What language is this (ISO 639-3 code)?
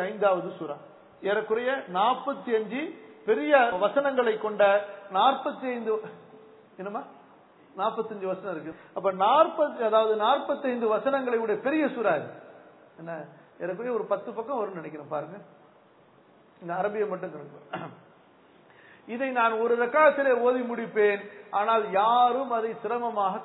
tam